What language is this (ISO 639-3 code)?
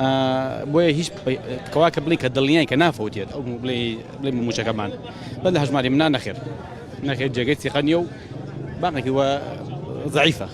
ckb